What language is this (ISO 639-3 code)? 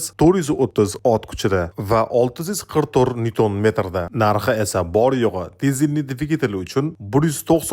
uzb